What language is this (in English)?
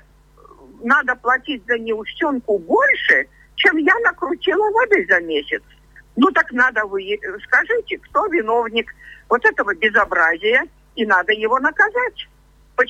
Russian